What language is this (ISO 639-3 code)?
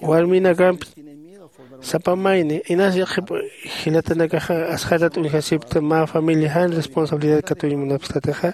aym